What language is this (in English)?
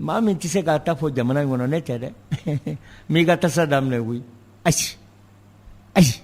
Bambara